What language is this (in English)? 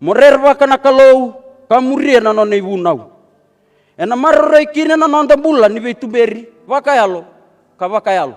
Fijian